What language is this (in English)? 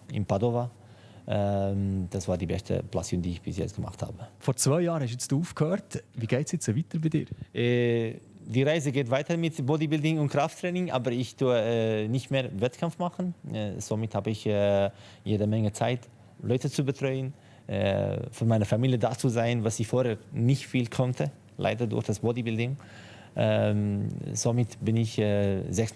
Swiss German